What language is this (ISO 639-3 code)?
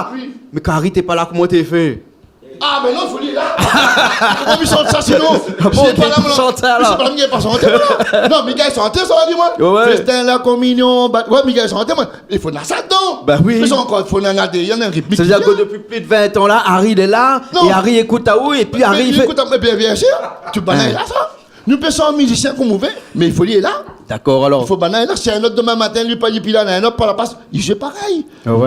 rcf